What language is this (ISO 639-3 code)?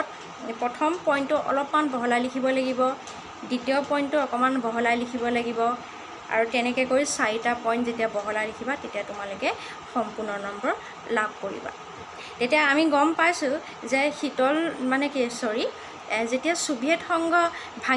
asm